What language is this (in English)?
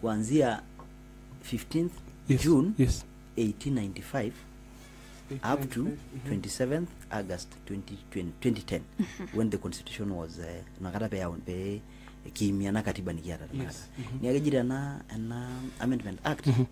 Masai